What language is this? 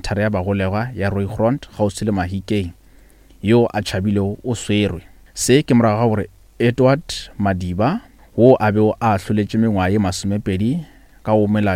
Northern Sotho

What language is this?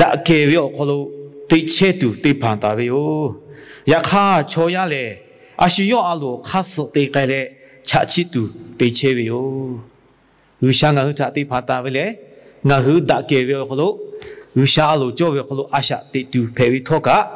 Lahu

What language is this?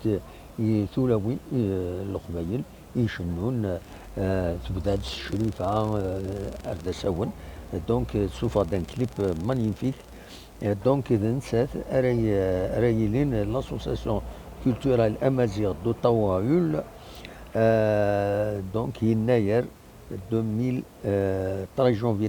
Kabyle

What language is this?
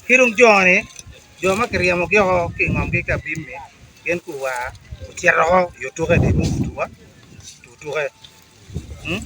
Acoli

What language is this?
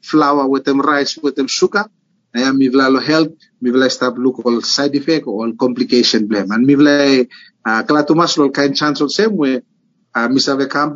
Bislama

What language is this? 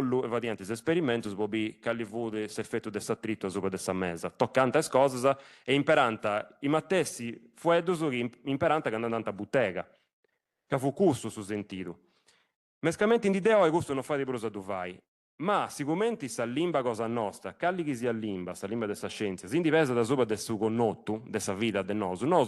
Sardinian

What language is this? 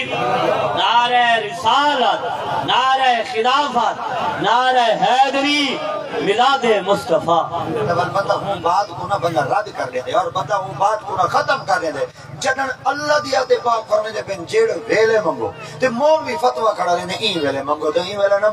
Saraiki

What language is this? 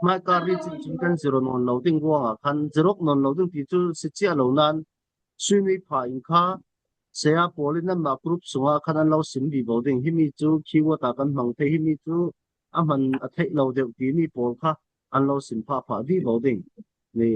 Falam Chin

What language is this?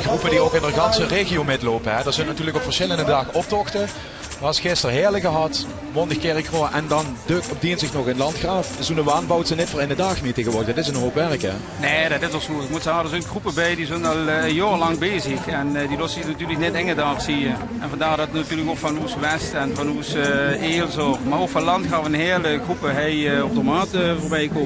Limburgish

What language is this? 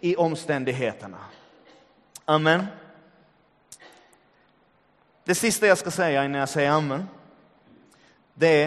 Swedish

